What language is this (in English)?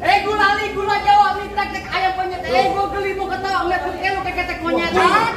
Betawi